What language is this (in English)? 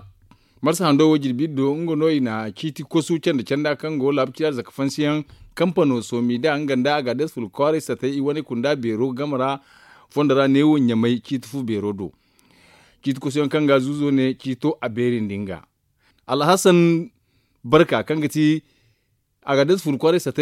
Zarma